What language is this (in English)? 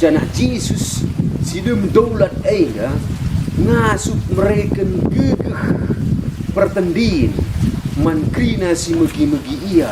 Batak Karo